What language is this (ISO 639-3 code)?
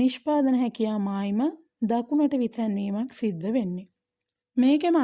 sin